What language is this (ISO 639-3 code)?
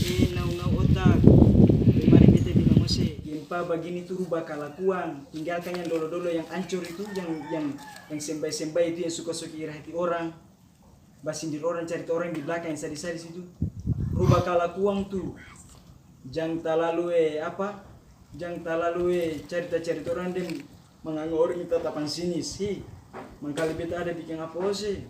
abs